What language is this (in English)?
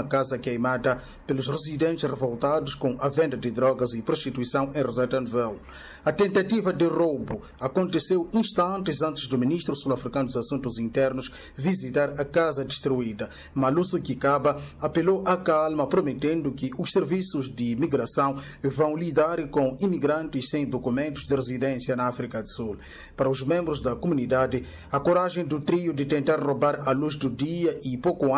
Portuguese